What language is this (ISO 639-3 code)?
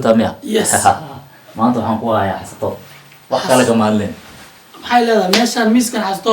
som